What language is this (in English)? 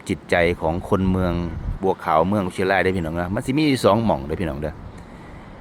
Northeastern Thai